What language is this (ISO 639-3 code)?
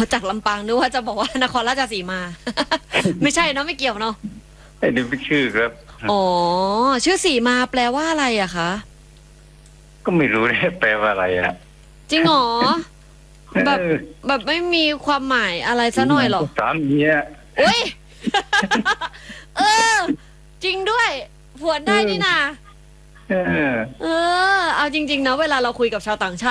tha